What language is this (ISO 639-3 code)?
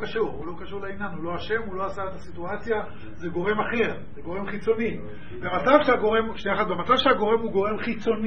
heb